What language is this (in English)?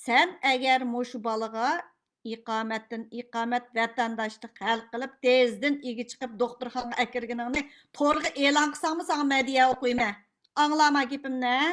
Uyghur